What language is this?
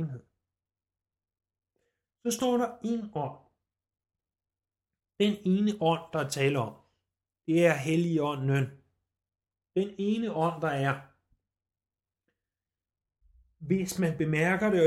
Danish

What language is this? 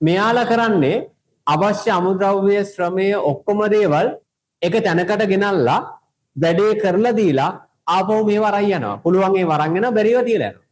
Sinhala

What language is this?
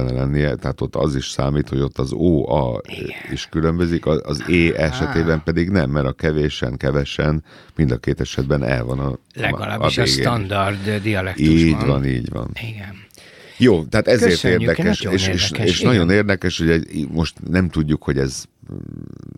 Hungarian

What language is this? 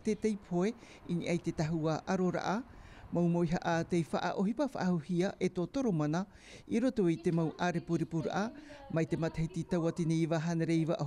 Tahitian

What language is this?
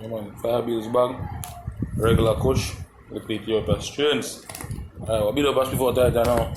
Jamaican Creole English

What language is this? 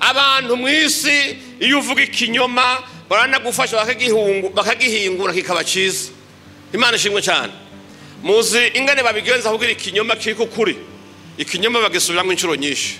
Rundi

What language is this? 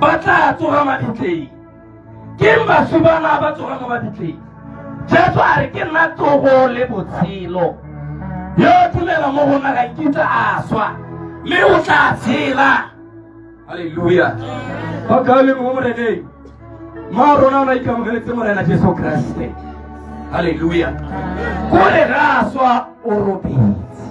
Tswana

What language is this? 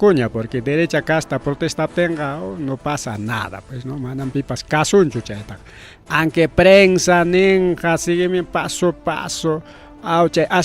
Ayacucho Quechua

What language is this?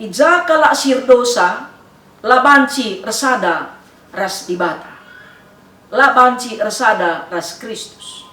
Batak Karo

